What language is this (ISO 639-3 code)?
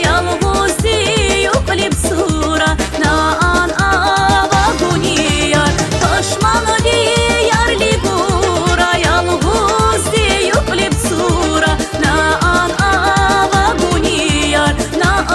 tab